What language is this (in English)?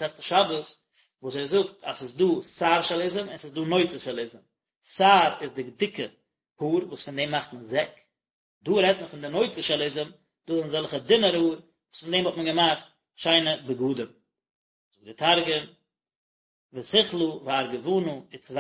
Yiddish